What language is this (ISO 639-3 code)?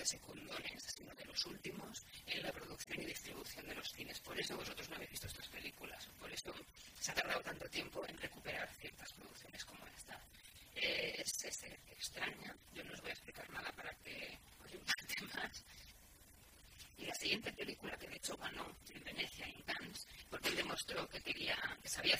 spa